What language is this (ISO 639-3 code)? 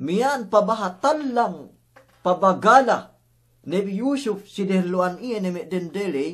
yka